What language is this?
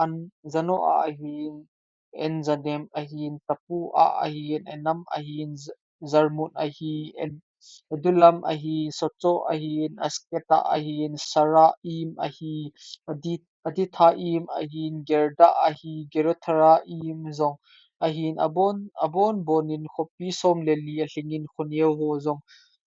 Thado Chin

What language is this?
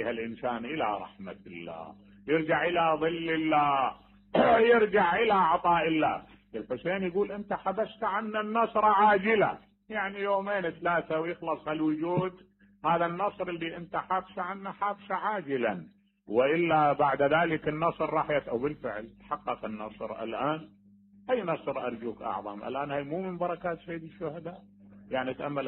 Mesopotamian Arabic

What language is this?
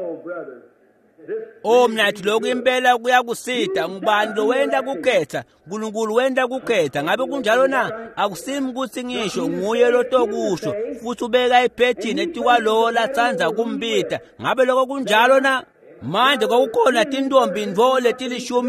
Swati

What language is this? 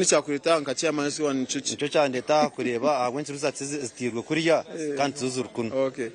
Nyankole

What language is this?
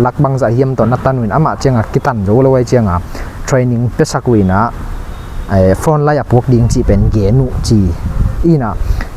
Tedim Chin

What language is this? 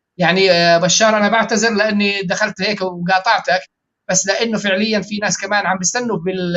North Levantine Arabic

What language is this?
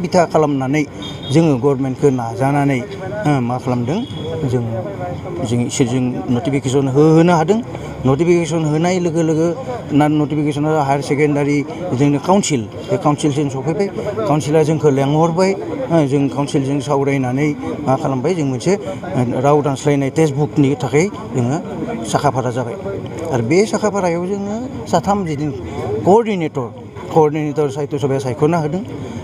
Bodo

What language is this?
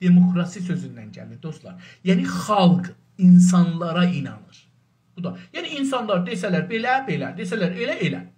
South Azerbaijani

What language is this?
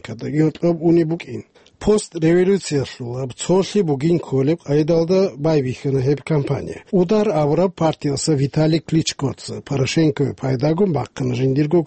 Avaric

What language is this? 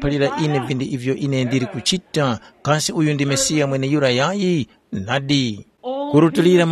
Tumbuka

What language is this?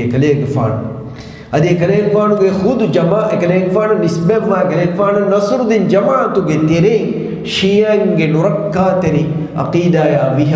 Divehi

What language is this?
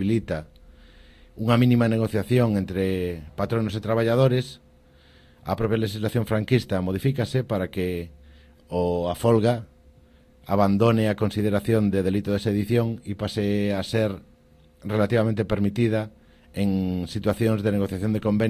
Galician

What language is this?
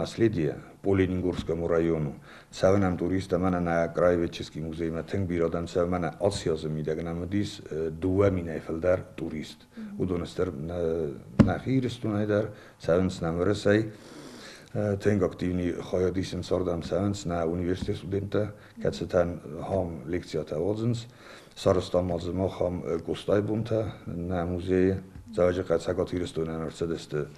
Ossetic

